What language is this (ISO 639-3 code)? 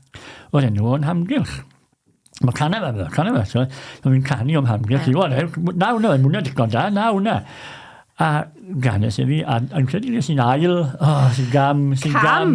cym